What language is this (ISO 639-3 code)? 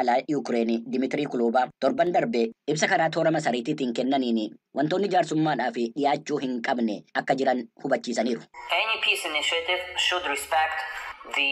orm